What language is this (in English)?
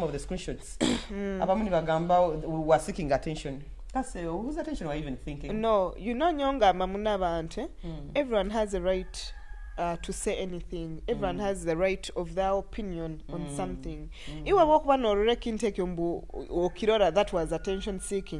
Nyoro